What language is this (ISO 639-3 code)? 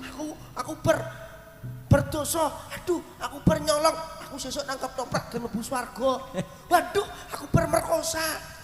jav